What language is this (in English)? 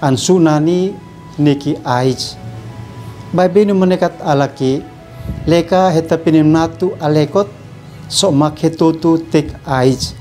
Uab Meto